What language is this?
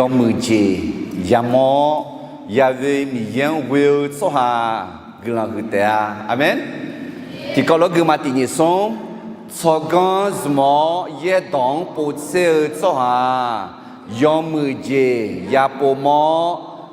Akha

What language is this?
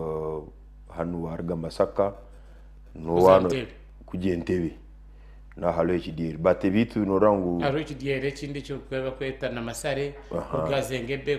Nyankole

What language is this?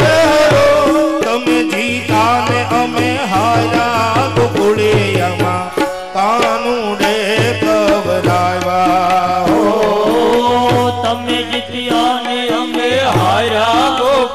Gujarati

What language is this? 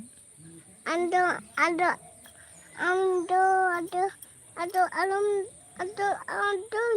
Santali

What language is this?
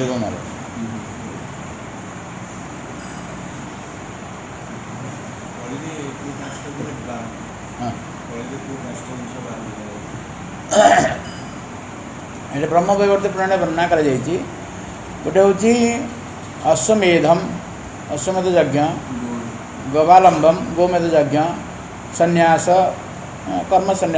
Odia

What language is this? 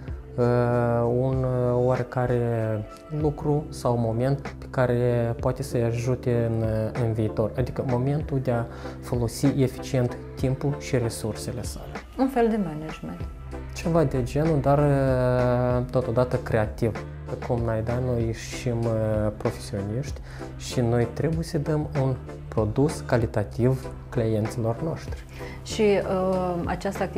Romanian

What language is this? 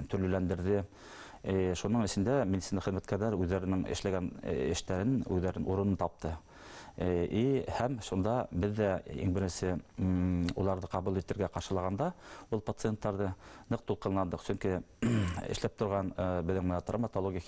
Bashkir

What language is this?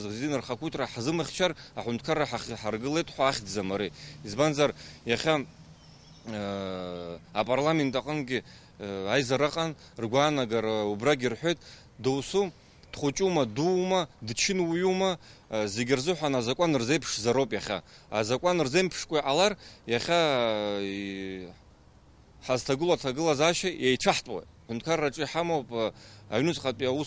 Abkhazian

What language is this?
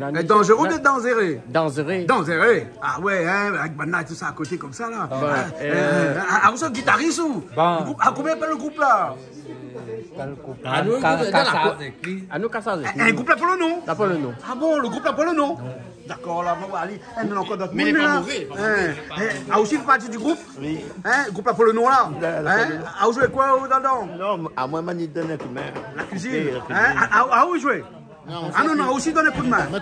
Réunion Creole French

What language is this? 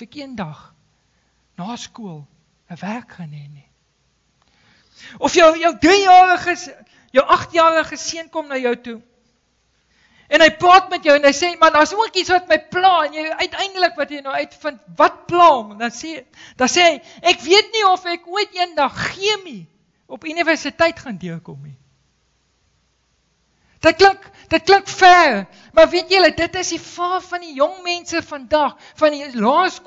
Afrikaans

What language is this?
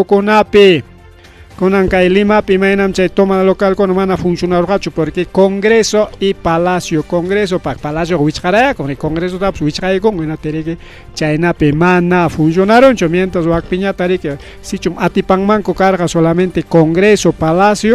Ayacucho Quechua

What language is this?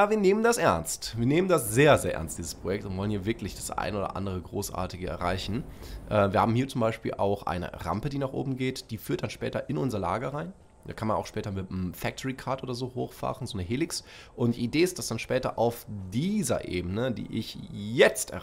German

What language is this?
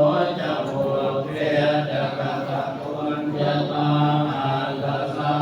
Pali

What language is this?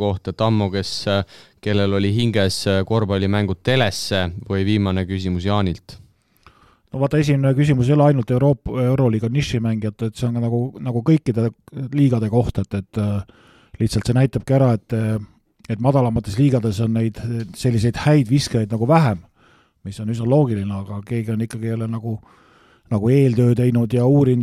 Estonian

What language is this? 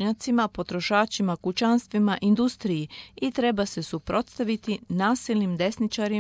Croatian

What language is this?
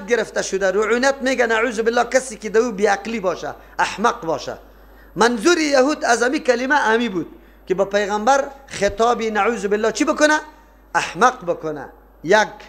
Persian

